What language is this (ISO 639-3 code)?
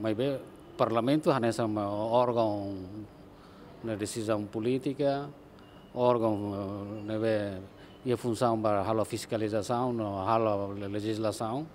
tet